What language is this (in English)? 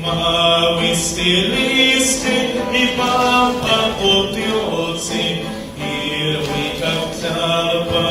Nahuatl languages